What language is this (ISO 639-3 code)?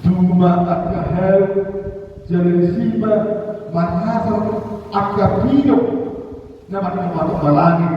bbc